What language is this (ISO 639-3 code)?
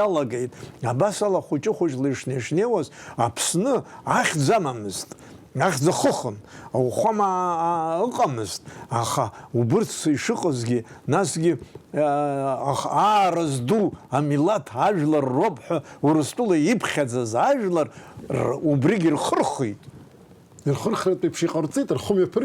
abk